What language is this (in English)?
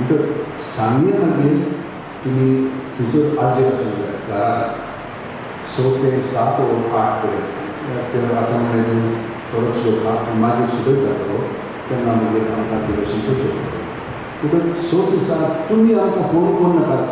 Konkani